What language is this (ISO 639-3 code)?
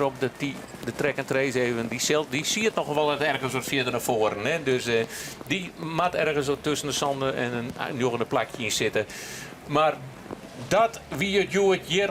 fry